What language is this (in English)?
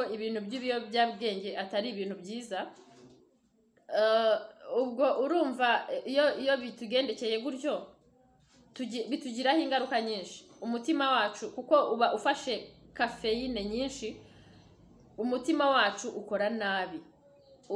Kinyarwanda